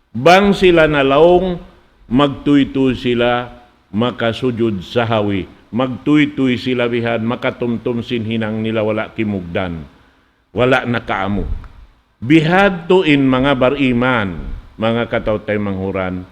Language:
Tausug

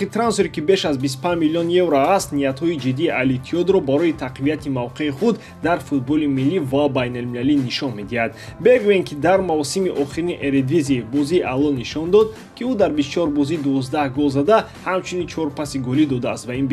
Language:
Tajik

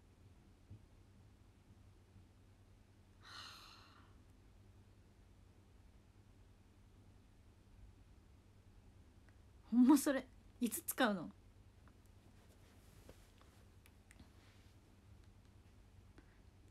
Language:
Japanese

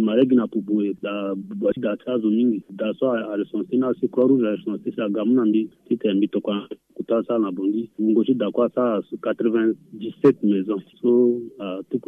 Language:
Sango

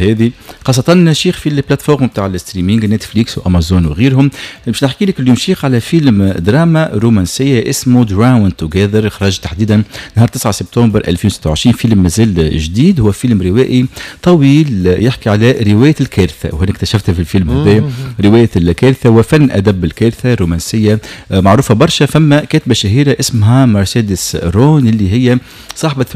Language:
Tunisian Arabic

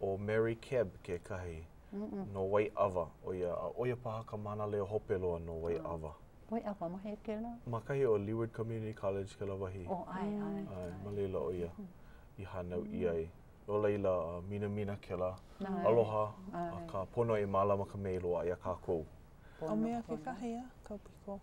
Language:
Hawaiian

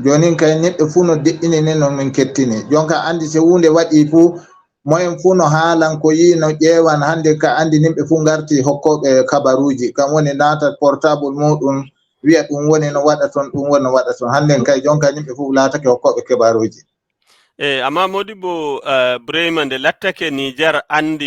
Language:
Fula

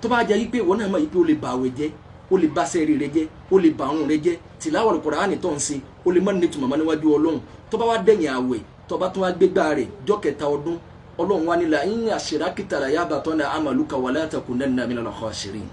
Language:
Yoruba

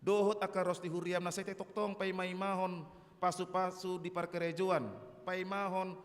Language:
Batak Toba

